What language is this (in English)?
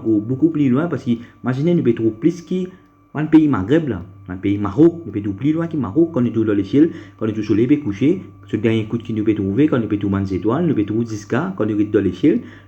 Morisyen